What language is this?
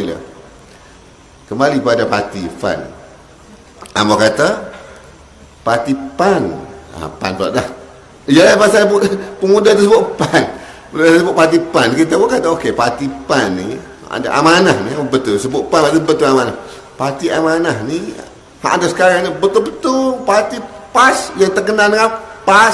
Malay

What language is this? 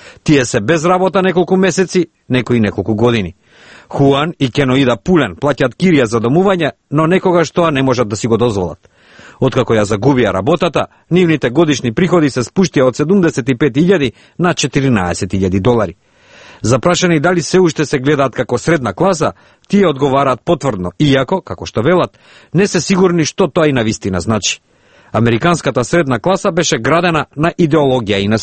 Macedonian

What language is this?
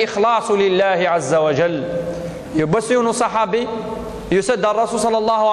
Kabyle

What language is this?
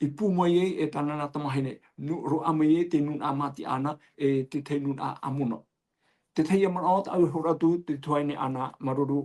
Tahitian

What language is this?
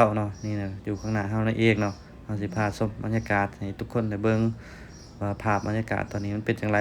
Lao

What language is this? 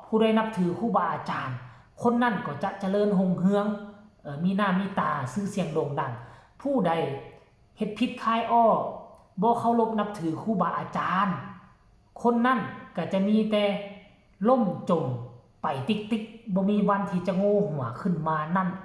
Northeastern Thai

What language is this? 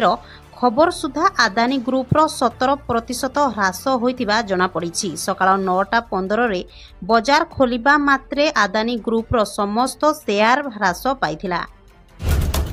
Odia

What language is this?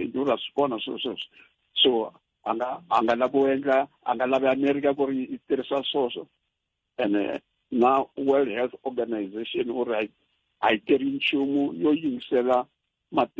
Tsonga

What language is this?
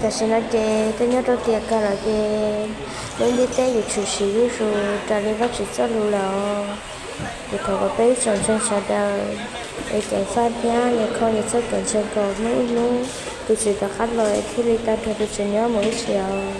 Hmong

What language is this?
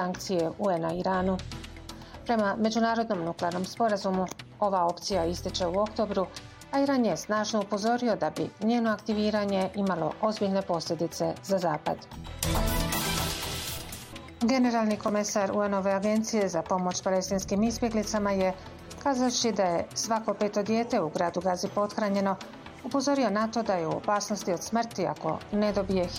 Bosnian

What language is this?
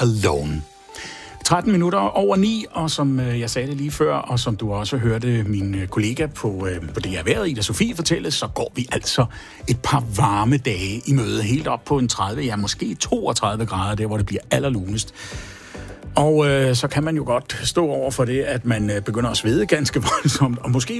Danish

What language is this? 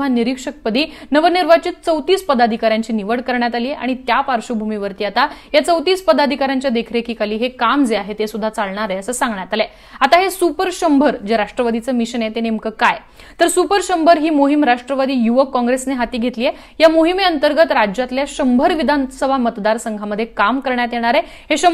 Marathi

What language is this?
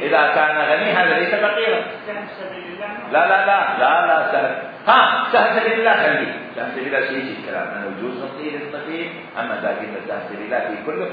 Mesopotamian Arabic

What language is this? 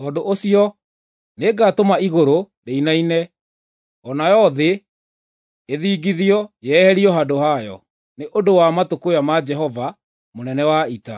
Kikuyu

